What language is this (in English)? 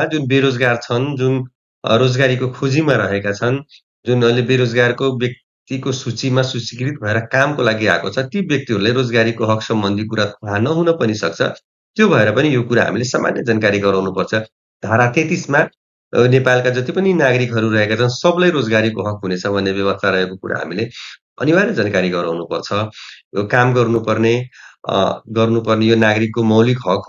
Nepali